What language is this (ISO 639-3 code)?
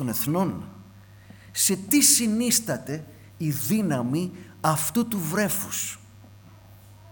ell